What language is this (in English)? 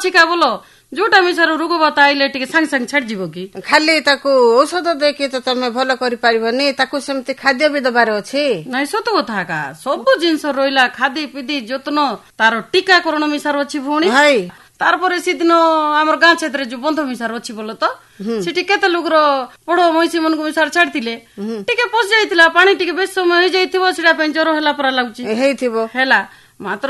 Odia